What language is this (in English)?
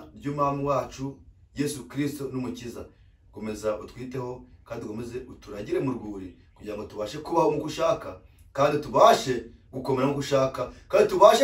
Kinyarwanda